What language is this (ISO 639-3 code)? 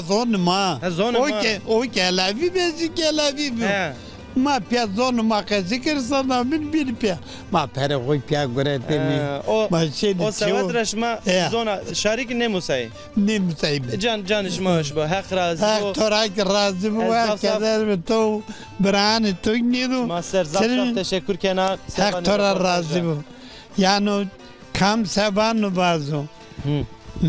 zza